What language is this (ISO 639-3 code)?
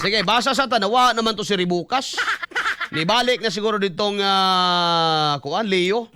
ceb